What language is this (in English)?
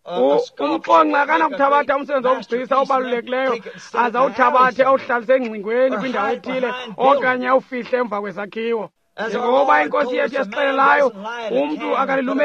Xhosa